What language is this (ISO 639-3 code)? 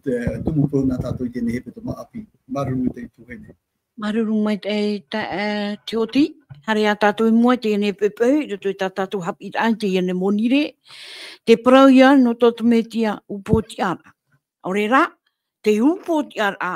tah